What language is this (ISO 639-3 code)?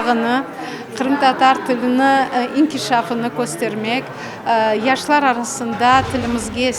crh